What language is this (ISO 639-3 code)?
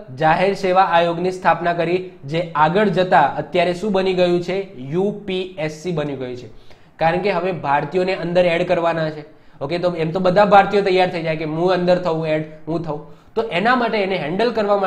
guj